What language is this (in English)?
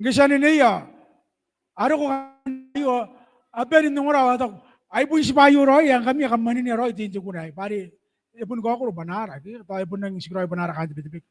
Gilbertese